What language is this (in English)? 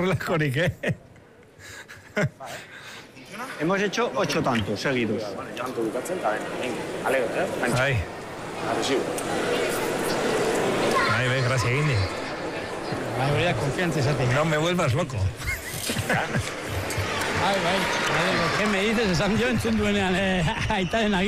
Basque